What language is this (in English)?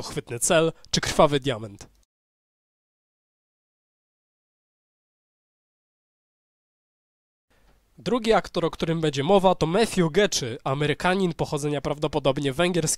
Polish